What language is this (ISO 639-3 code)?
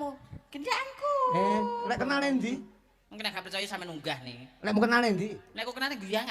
jav